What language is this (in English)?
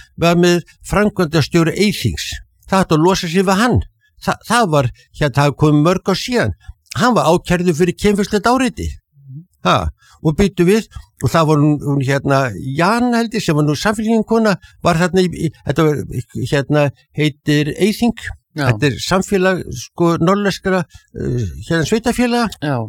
Icelandic